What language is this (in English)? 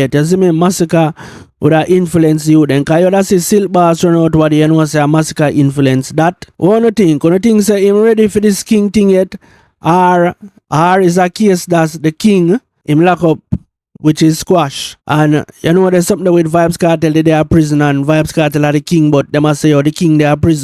Jamaican Creole English